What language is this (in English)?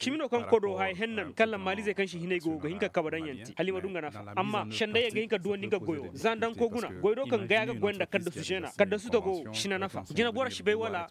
Koyraboro Senni